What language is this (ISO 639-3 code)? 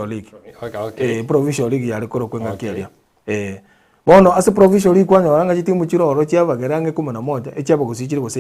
guz